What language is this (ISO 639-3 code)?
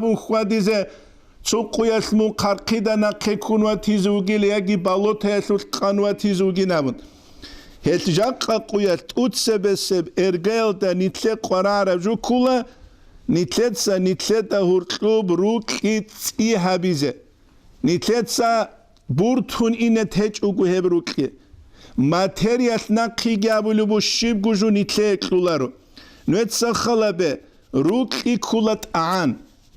ava